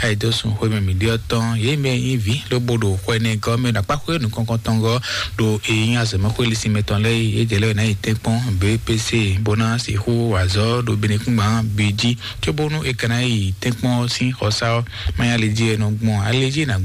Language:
Fon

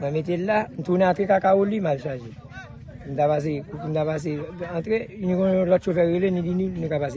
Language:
Haitian Creole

